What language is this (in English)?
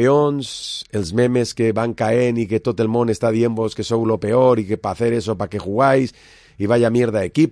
Catalan